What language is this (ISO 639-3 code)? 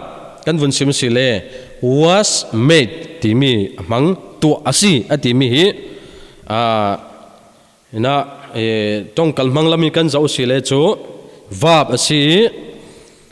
cfm